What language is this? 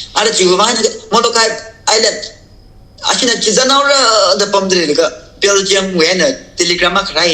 Tangkhul Naga (India)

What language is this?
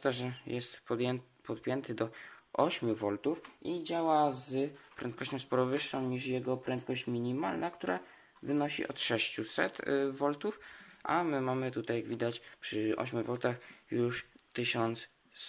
Polish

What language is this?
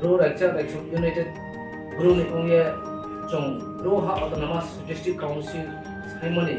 Riang (India)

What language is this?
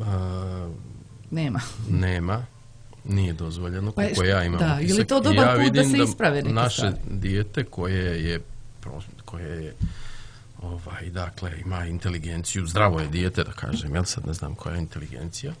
Serbian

